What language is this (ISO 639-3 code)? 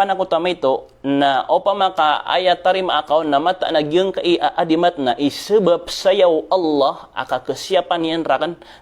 mrw